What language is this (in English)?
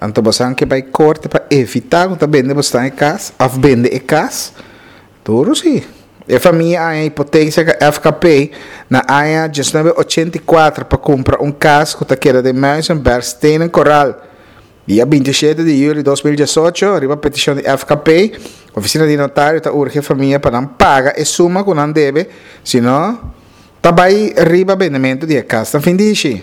Papiamento